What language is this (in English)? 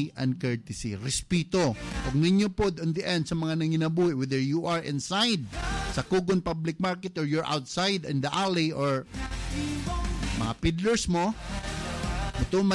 Cebuano